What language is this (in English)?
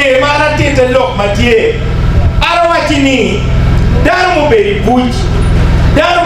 Acoli